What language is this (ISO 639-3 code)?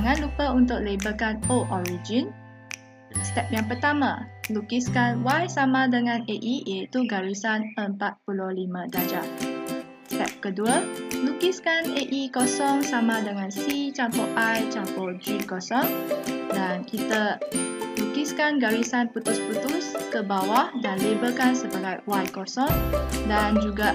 msa